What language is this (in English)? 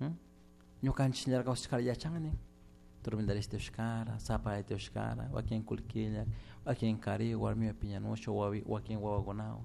Chimborazo Highland Quichua